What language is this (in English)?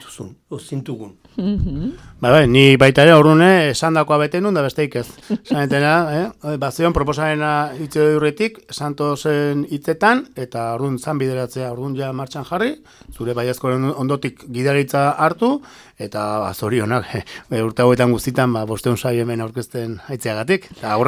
Basque